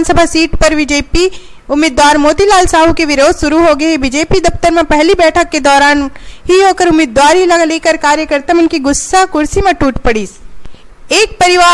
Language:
Chhattisgarhi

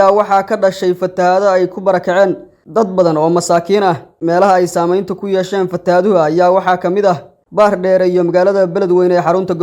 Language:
Somali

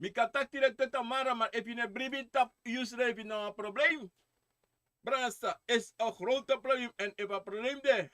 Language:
Sranan Tongo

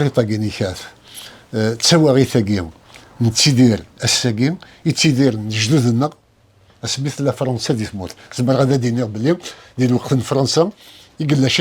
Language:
Kabyle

